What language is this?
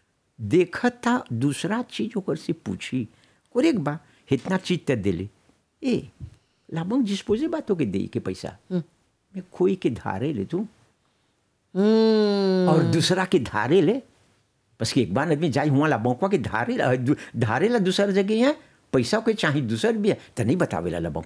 Bhojpuri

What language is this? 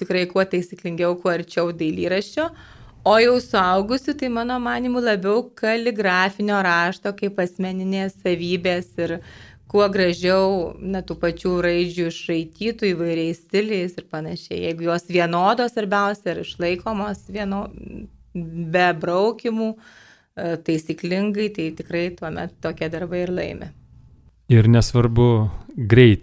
Lithuanian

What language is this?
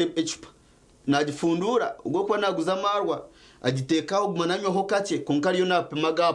Nyankole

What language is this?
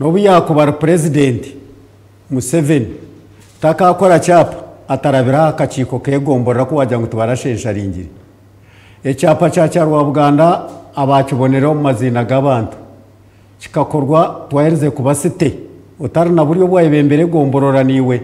Nyankole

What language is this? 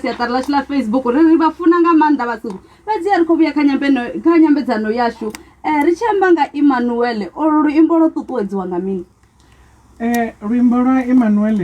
Venda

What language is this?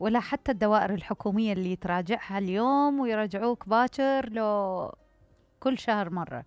Mesopotamian Arabic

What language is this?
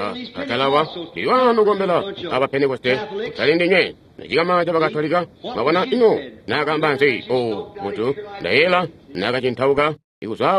Tonga (Zambia)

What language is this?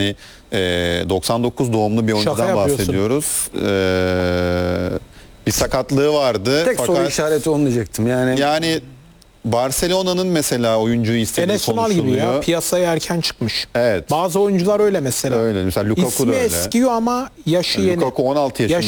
Turkish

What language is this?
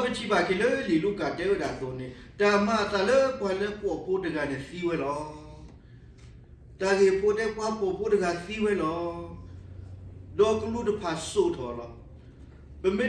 S'gaw Karen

